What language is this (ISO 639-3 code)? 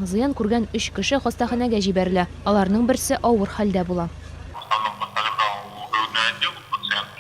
tat